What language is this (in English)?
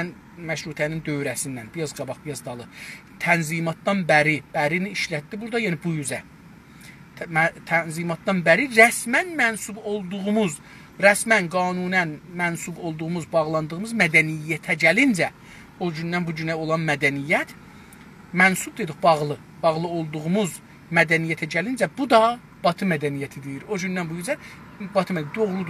South Azerbaijani